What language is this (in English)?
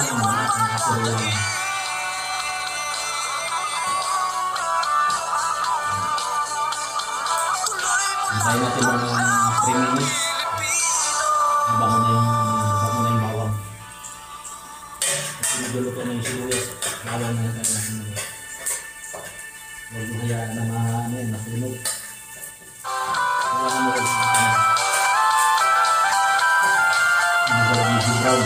Filipino